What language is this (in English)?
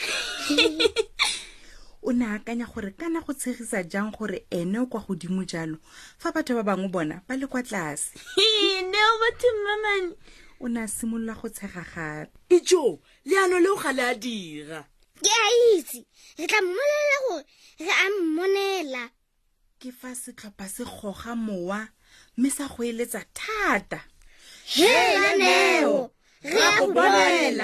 Tswana